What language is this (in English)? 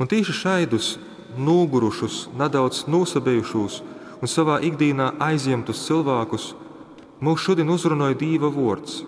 Latgalian